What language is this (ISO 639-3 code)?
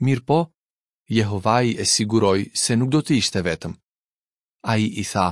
sqi